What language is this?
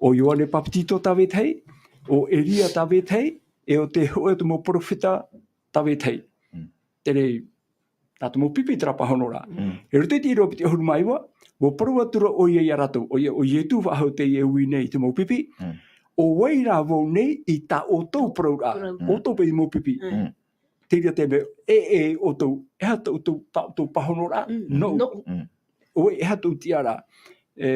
Tahitian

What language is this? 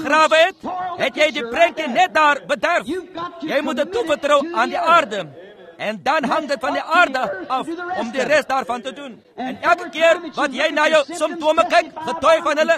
Afrikaans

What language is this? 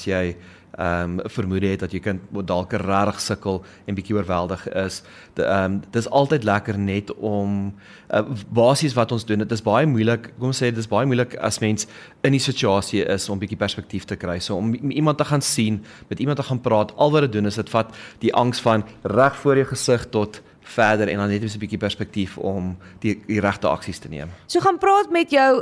Afrikaans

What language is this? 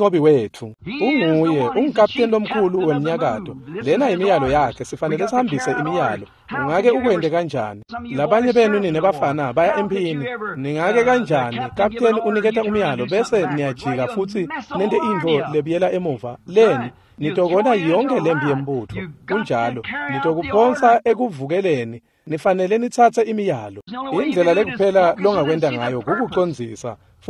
Swati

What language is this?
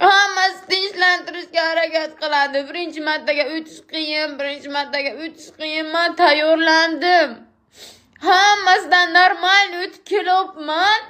Uzbek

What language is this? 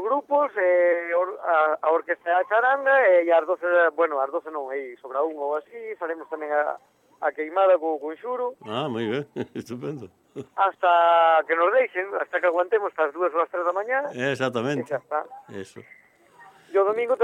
Galician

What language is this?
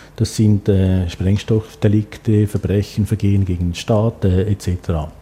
German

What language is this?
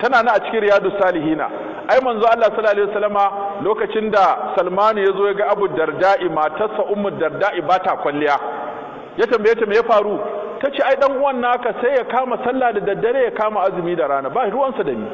Hausa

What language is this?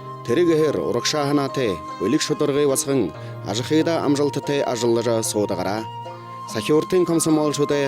Buriat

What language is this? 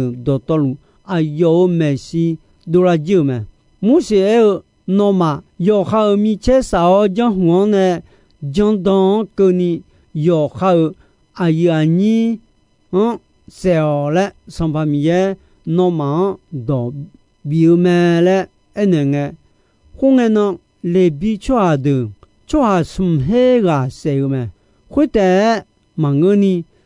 Akha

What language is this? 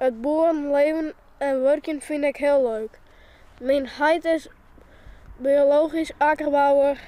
Western Frisian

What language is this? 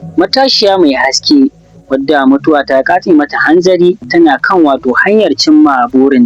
Hausa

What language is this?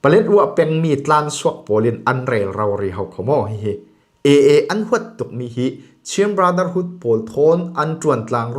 Falam Chin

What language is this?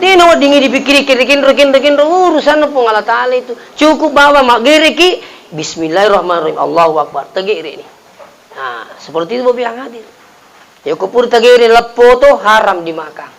Buginese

